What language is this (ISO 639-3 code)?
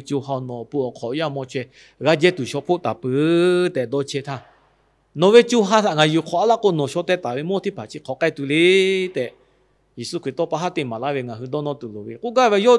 lhu